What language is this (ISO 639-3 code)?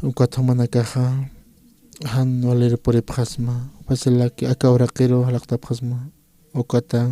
aym